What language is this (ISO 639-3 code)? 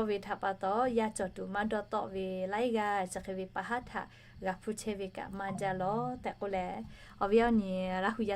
lhu